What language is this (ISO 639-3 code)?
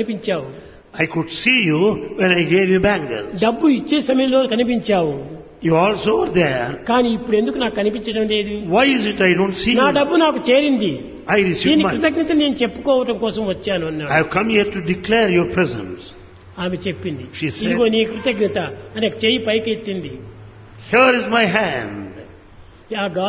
tel